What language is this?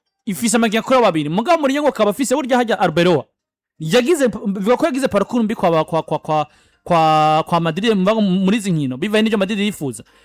Rundi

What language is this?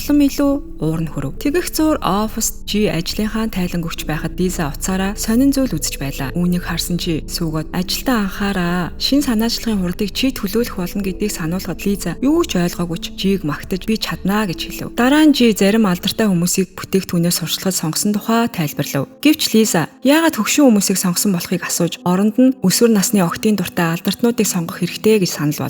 Mongolian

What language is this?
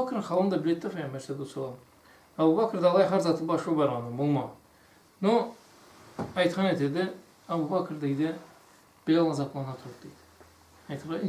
Karachay-Balkar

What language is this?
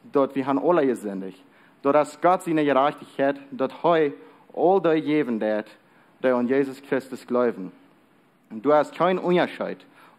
Plautdietsch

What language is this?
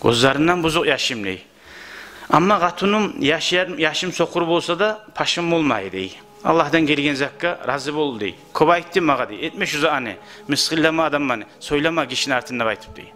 Kumyk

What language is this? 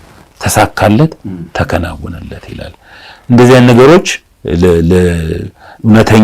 Amharic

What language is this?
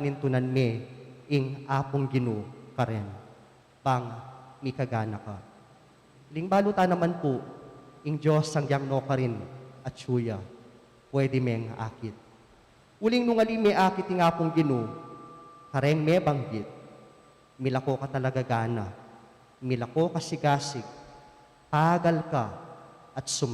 Pampanga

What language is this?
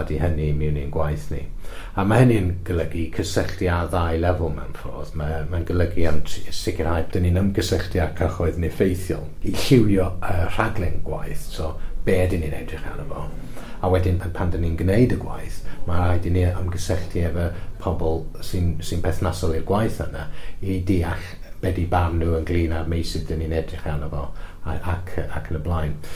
Welsh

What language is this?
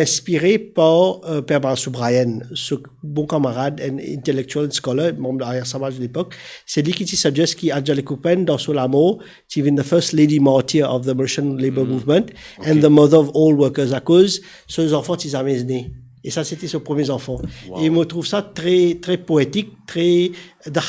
Morisyen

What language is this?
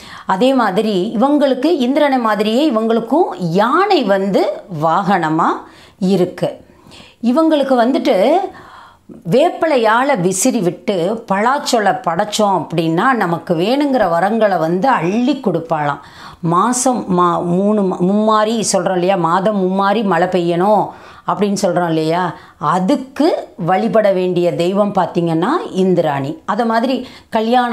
Tamil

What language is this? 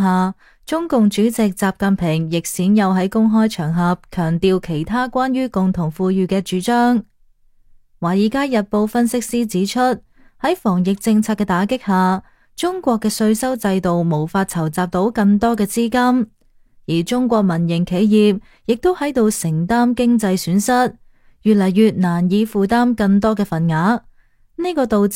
Cantonese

